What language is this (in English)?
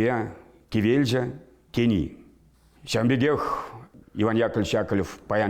Chuvash